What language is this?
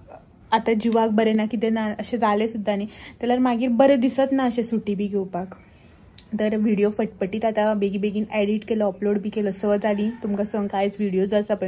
Konkani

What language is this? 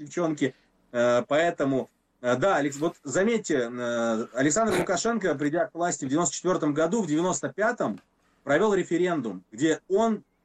Russian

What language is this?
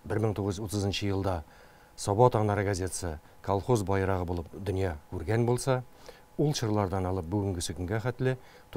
Tatar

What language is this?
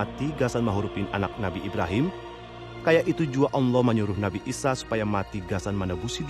Banjar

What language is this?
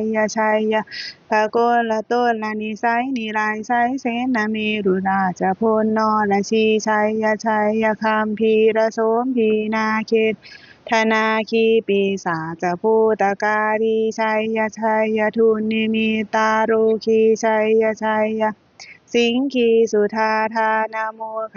Pali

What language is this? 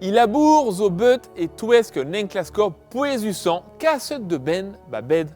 Breton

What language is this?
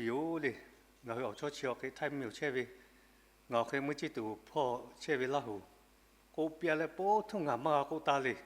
Lahu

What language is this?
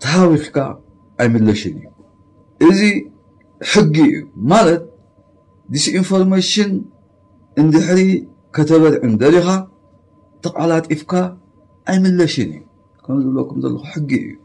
Tigrinya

